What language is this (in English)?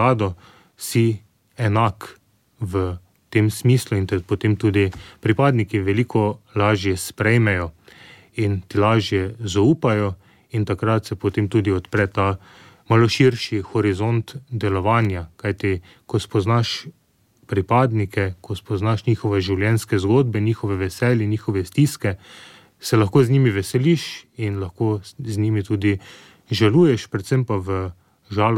Slovenian